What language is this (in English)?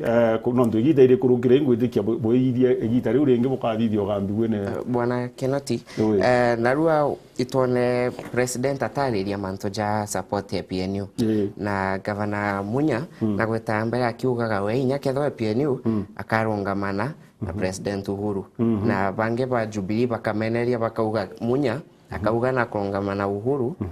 Meru